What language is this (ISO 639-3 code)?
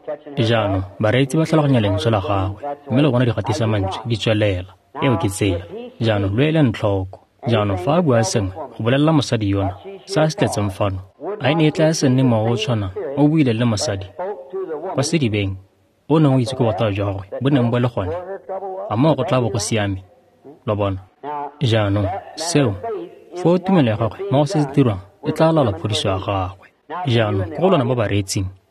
tsn